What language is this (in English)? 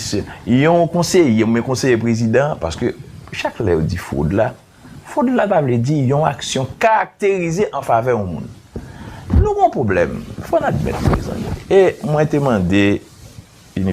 Haitian Creole